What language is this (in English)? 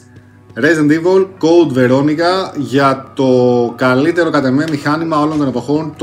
Greek